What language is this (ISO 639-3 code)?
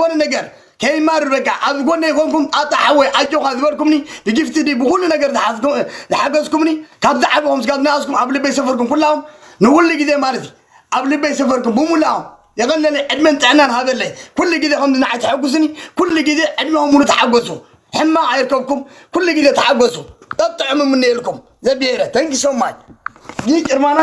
tir